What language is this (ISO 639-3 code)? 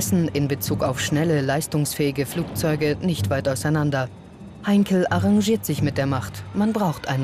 deu